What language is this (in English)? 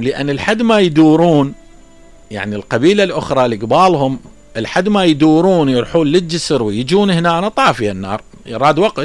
Mesopotamian Arabic